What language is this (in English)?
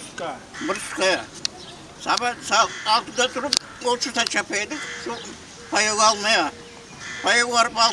Crimean Tatar